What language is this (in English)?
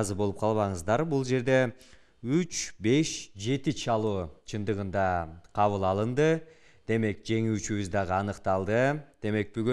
Kyrgyz